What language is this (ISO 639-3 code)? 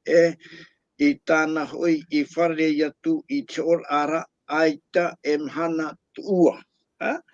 tah